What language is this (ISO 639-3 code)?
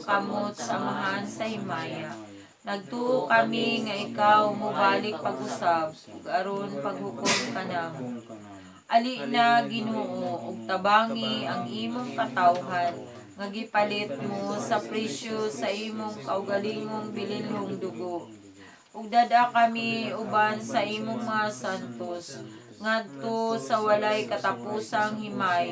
ceb